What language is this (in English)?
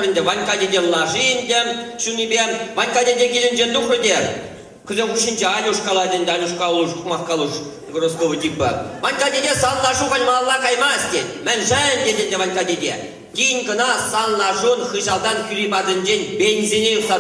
Chuvash